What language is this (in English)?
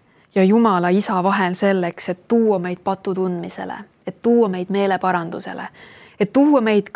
Estonian